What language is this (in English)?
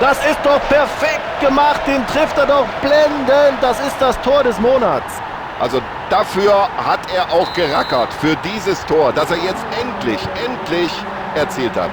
Bavarian